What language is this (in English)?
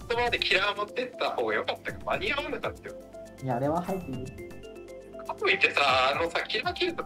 Japanese